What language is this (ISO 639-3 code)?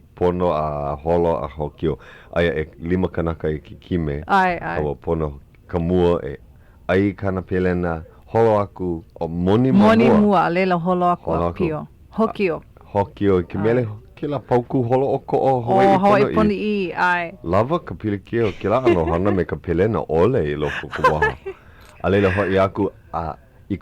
haw